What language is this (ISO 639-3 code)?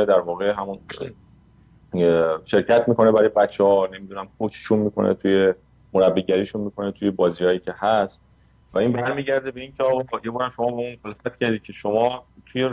fas